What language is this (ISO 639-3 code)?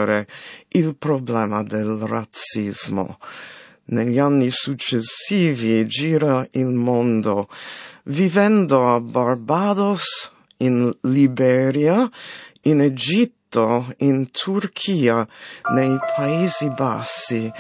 ita